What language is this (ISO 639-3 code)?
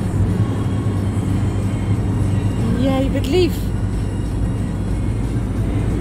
nld